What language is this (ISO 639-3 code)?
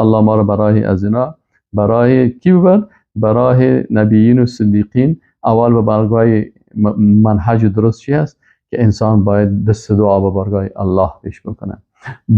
fas